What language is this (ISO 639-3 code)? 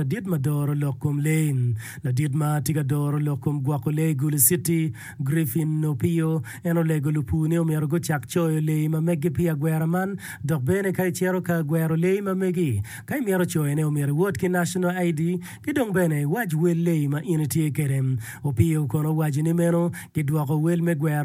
ach